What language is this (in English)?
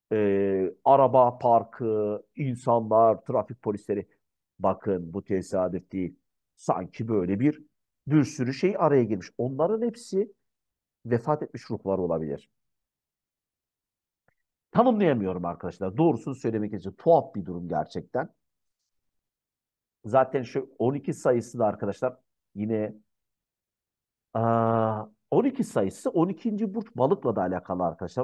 Turkish